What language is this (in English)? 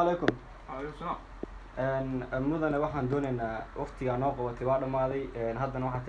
Somali